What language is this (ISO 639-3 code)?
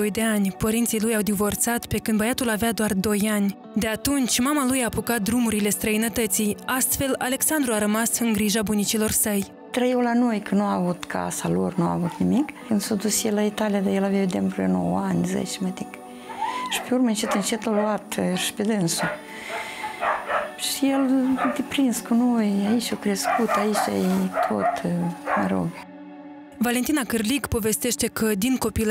ron